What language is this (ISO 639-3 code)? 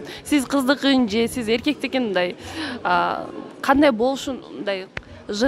kir